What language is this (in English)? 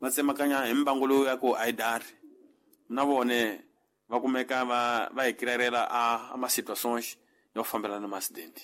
Tsonga